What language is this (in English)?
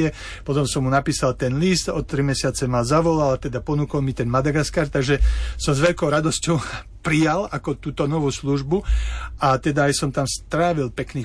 Slovak